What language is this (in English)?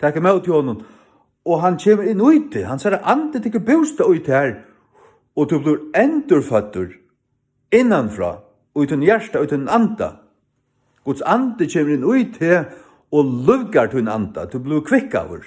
Faroese